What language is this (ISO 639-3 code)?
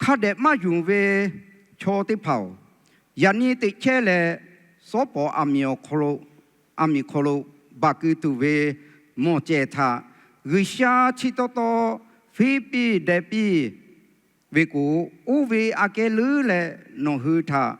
lhu